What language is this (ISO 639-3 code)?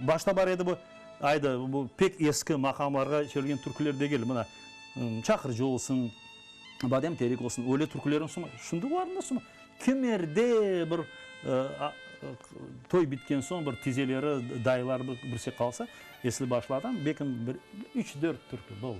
crh